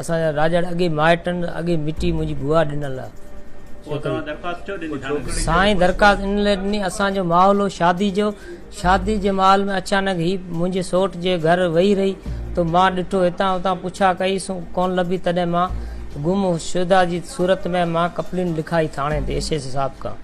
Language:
Sindhi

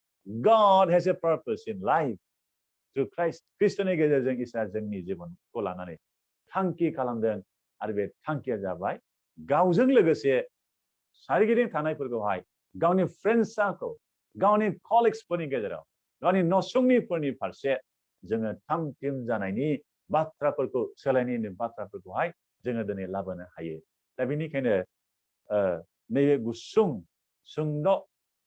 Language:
Bodo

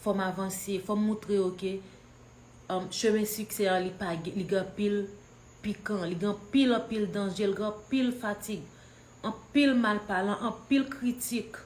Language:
Haitian Creole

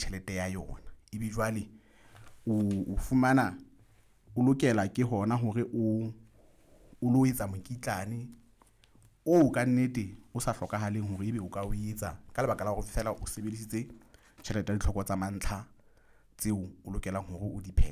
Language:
Southern Sotho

